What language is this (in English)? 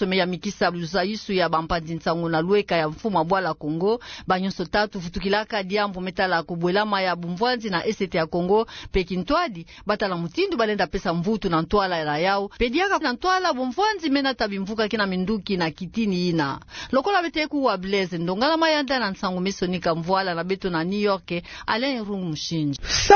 Kituba (Democratic Republic of Congo)